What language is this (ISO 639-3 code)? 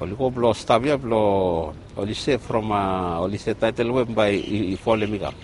bis